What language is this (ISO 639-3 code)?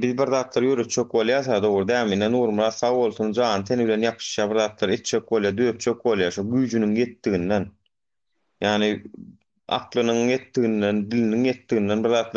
tuk